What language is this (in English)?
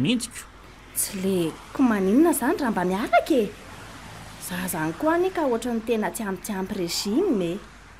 Malagasy